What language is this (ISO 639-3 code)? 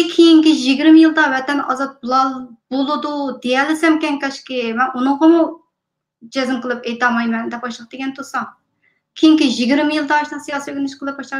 uig